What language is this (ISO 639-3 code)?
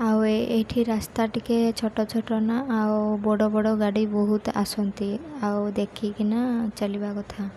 ori